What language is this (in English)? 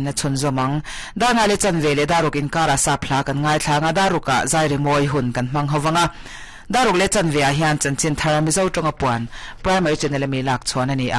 Mizo